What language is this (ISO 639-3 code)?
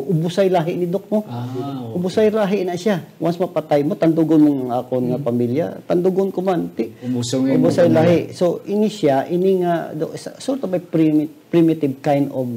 hil